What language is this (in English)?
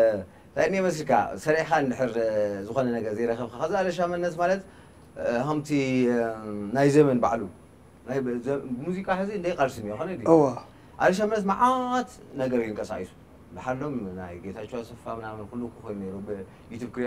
Tigrinya